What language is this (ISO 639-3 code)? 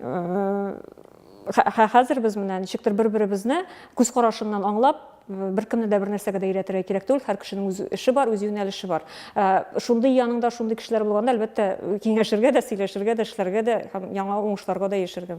tat